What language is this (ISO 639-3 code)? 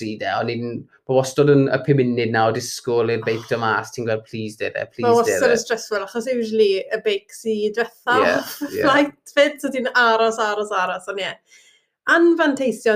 cym